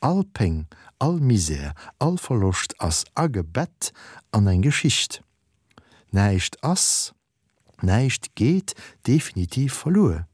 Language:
Luxembourgish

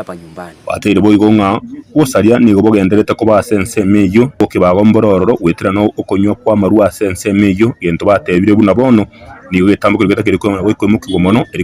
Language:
Gusii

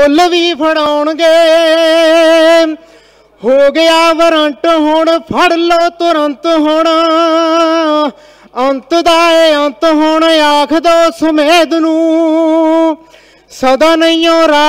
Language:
Punjabi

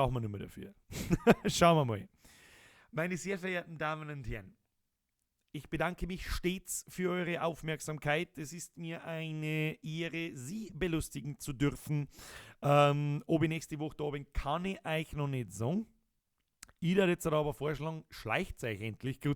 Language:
Bavarian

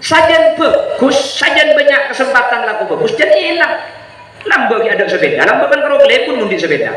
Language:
Madurese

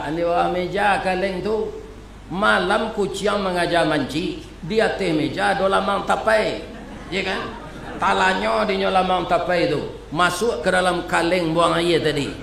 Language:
Minangkabau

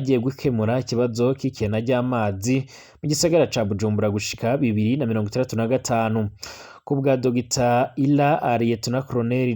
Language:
Rundi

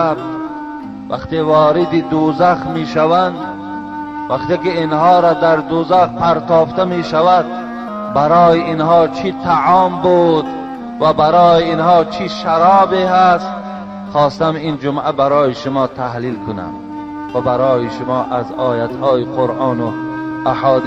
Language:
Tajik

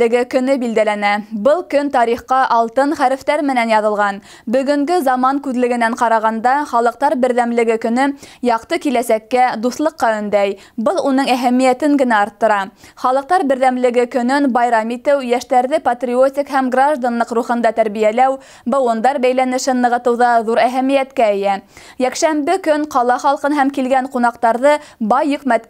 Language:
Bashkir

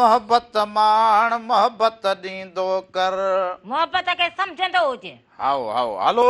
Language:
Sindhi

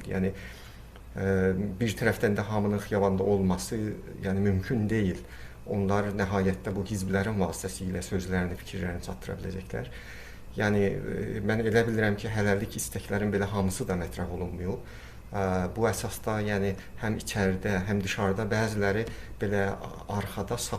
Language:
South Azerbaijani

